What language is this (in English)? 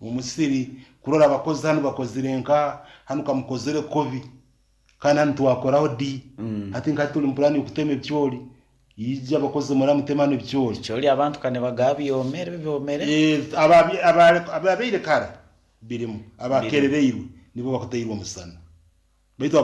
Nyankole